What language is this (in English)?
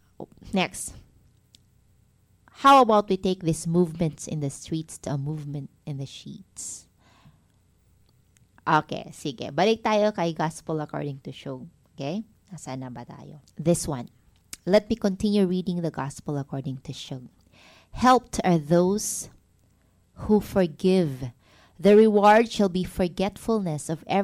Filipino